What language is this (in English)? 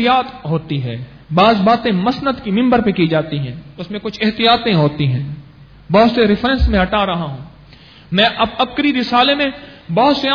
Urdu